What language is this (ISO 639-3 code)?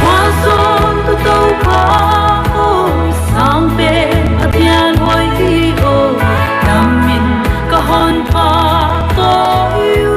pck